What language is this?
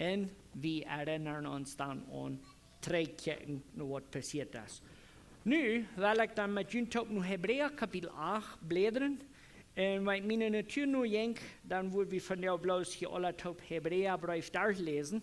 Plautdietsch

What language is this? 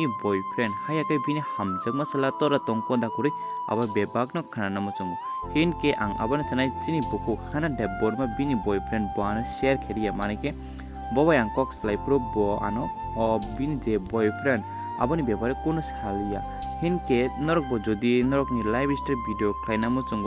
Kok Borok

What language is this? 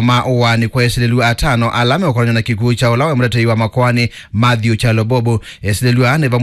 Kamba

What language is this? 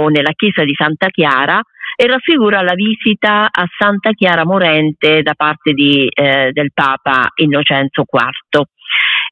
Italian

